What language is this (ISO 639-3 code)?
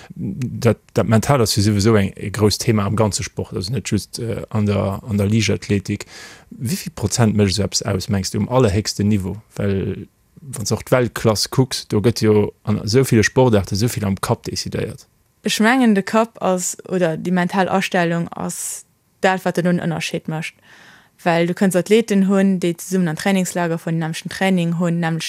ltz